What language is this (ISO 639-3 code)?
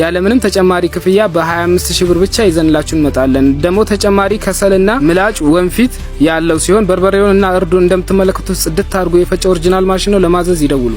amh